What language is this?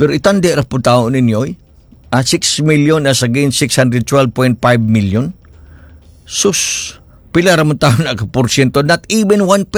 Cebuano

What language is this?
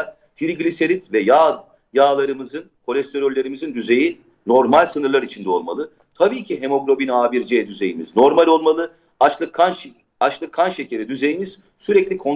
Turkish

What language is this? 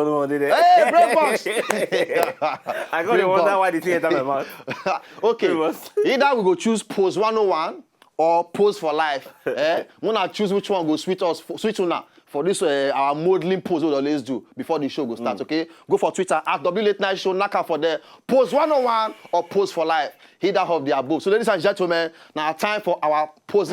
Nigerian Pidgin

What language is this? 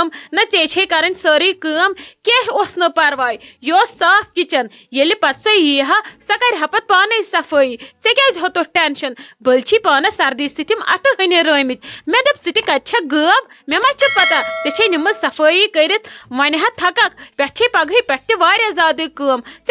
Kashmiri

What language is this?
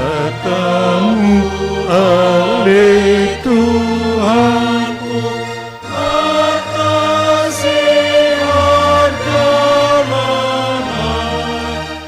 Batak Simalungun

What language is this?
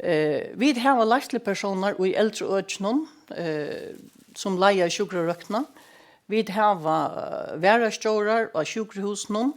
Faroese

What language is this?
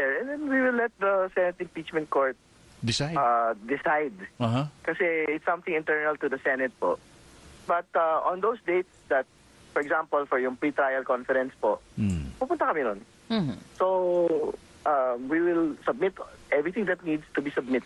Filipino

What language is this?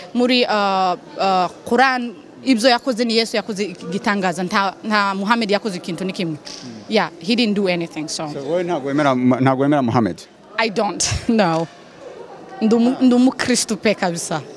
Kinyarwanda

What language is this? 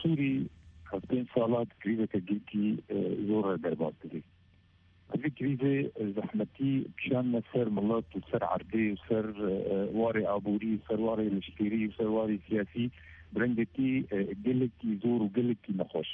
Kurdish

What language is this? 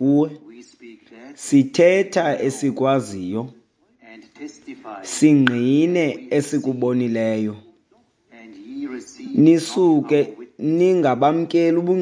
Xhosa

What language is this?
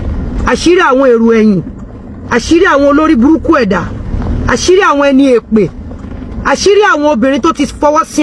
Yoruba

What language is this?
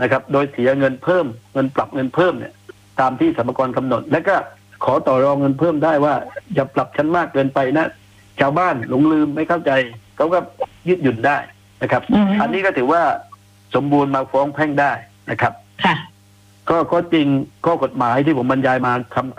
Thai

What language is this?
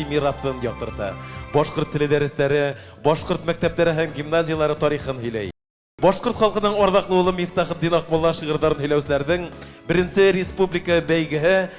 Bashkir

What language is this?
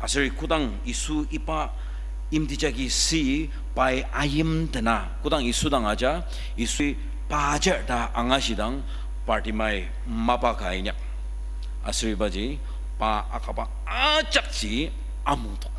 Ao Naga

